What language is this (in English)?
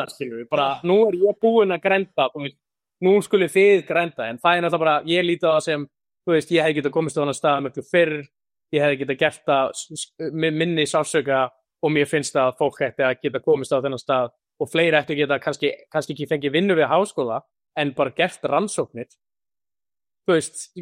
Icelandic